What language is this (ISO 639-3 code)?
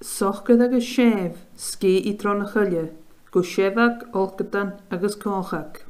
gla